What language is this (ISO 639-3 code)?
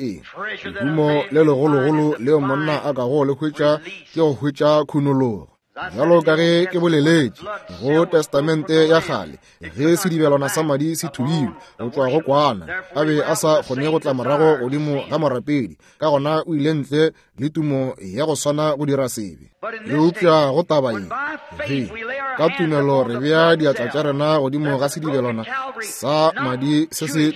nso